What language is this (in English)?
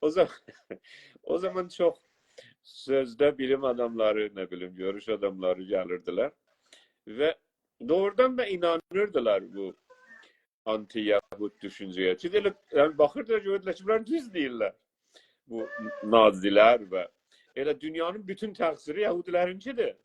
South Azerbaijani